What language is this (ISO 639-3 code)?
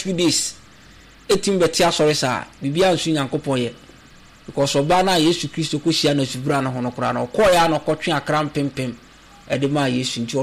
aka